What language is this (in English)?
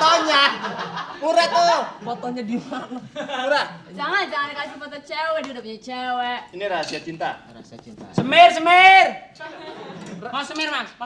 Betawi